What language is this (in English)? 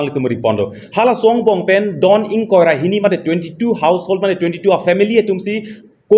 Karbi